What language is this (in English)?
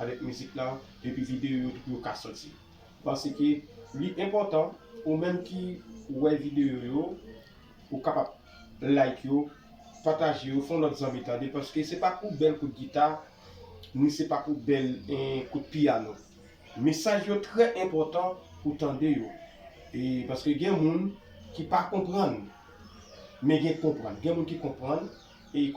Haitian Creole